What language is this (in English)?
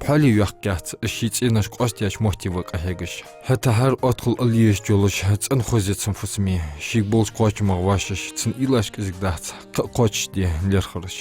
Ingush